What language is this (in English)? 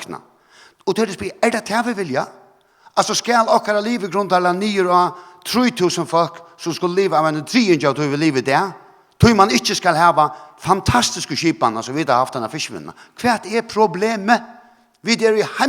Faroese